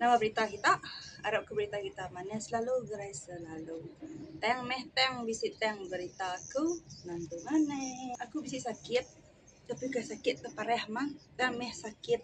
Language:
Iban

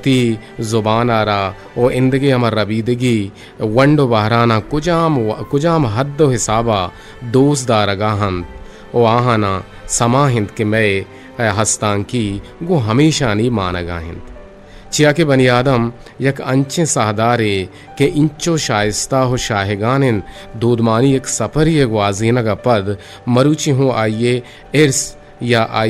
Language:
Eastern Balochi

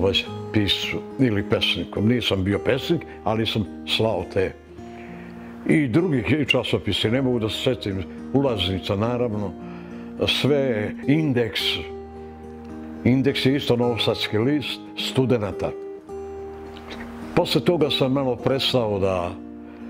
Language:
Serbian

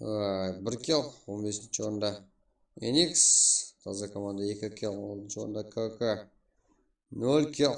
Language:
Kara-Kalpak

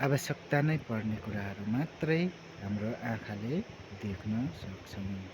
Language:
Nepali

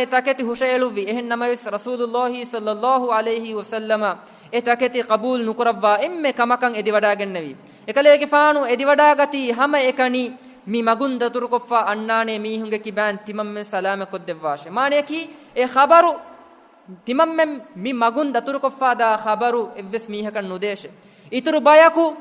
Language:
Divehi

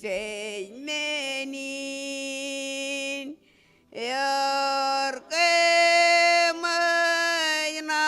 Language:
Marshallese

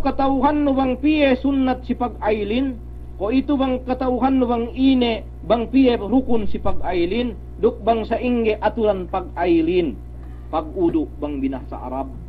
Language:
Yakan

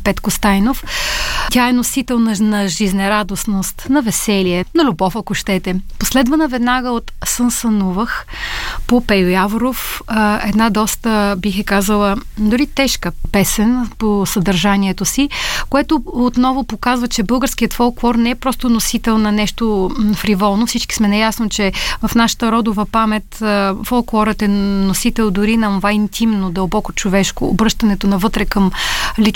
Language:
Bulgarian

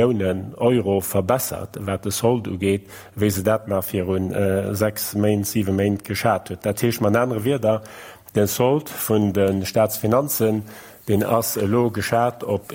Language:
Luxembourgish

